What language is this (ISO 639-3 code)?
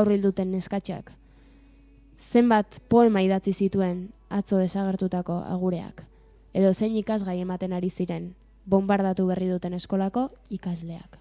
eus